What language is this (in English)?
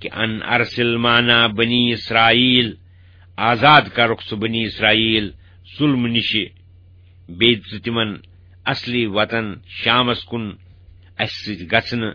Kashmiri